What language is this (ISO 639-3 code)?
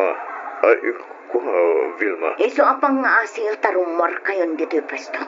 ilo